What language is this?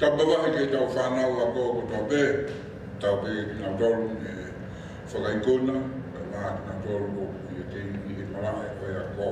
Tongan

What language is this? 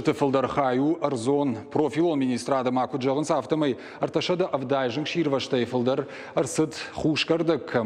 Ossetic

